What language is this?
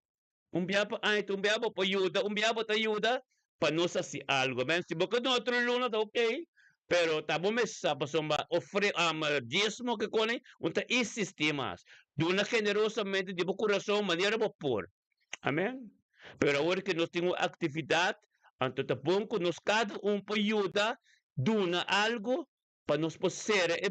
Papiamento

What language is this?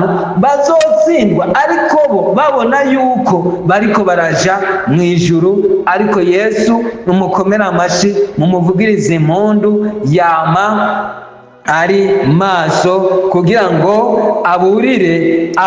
Rundi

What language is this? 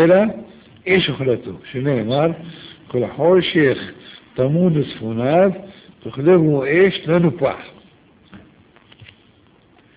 Hebrew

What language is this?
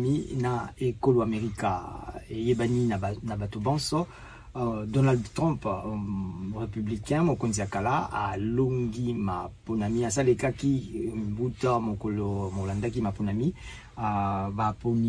Lingala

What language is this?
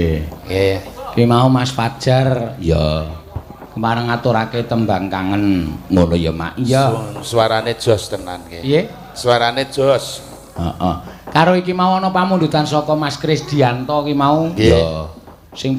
Javanese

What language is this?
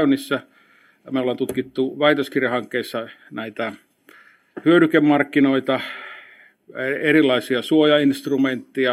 Finnish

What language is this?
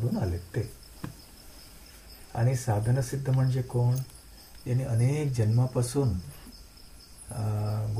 Marathi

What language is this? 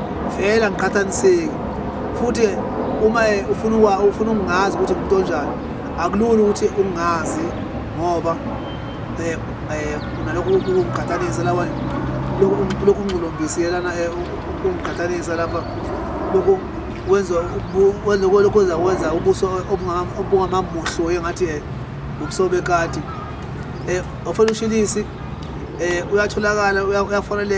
Zulu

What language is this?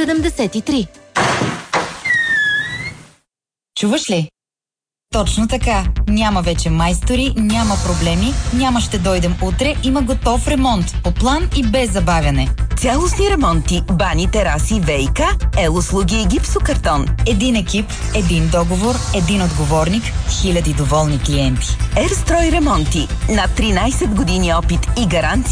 Bulgarian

